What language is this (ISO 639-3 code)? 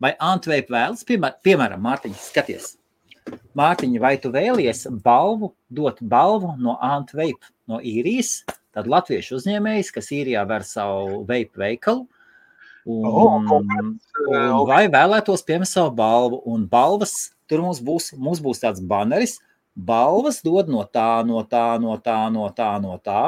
lav